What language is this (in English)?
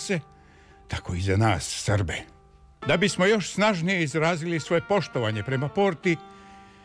Serbian